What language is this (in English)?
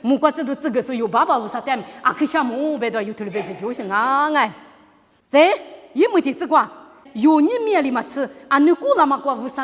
Lisu